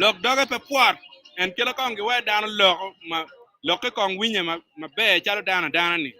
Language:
Acoli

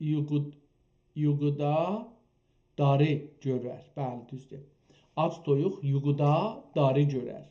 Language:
South Azerbaijani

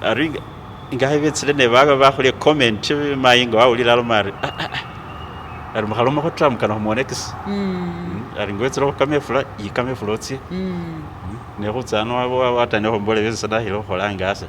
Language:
Masaaba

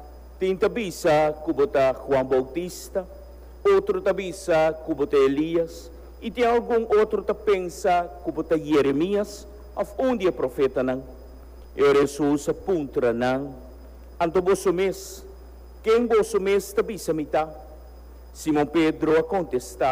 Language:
Papiamento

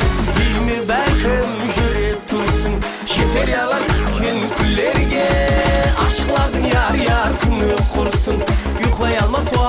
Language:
Kara-Kalpak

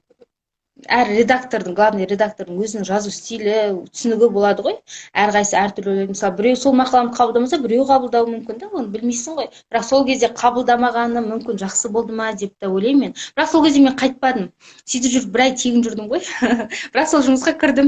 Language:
Kazakh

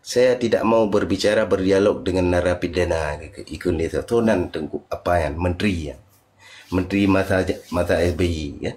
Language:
Achinese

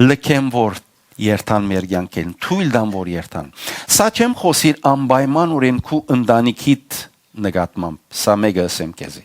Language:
Western Armenian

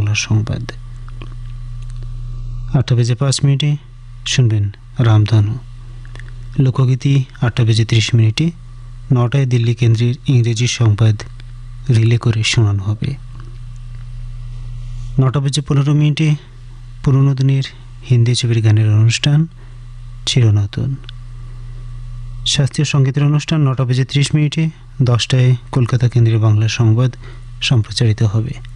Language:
Bangla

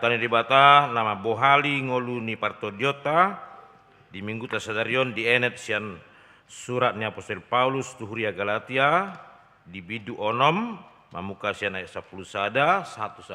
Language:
Batak Toba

